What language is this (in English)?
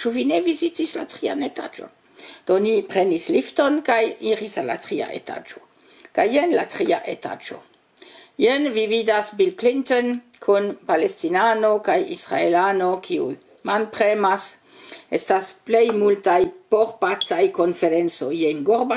Esperanto